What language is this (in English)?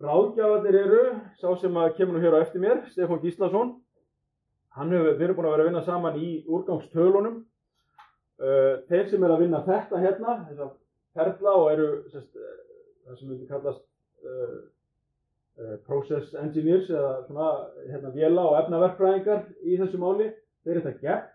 Icelandic